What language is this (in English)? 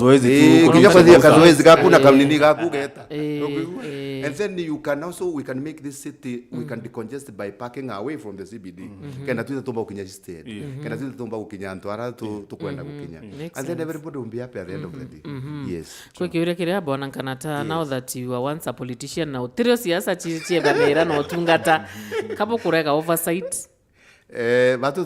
Meru